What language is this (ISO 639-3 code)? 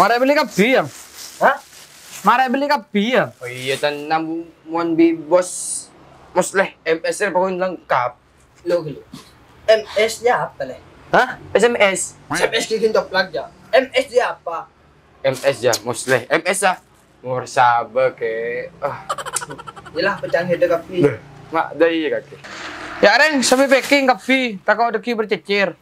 mad